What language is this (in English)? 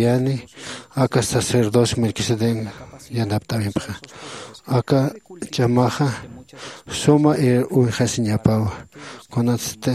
Aymara